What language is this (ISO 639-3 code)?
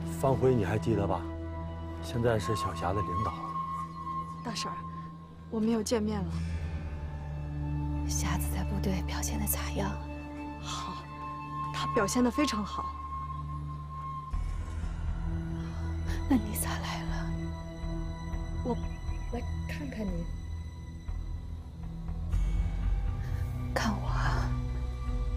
zho